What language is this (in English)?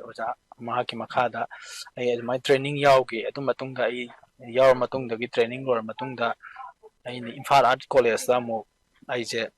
Manipuri